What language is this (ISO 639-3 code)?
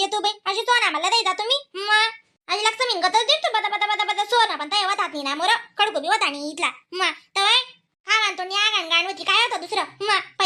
khn